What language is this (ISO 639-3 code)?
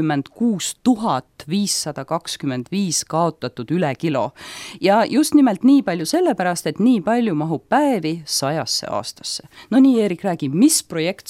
est